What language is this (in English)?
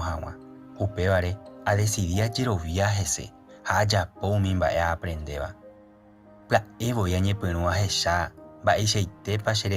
Guarani